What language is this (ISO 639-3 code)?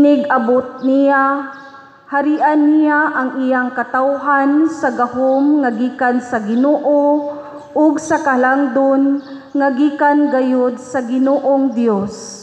ceb